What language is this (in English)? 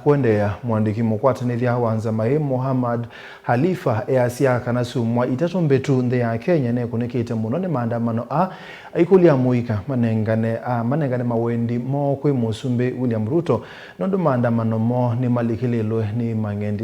Kamba